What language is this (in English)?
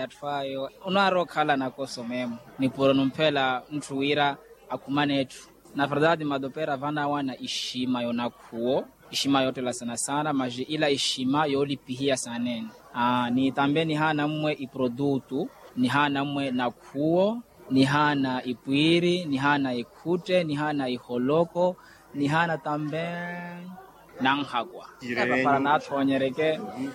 Makhuwa